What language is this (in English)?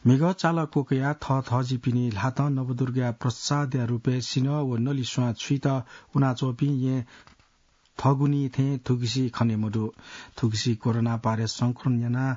Newari